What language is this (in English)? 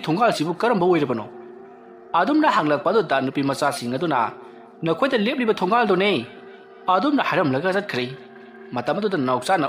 Manipuri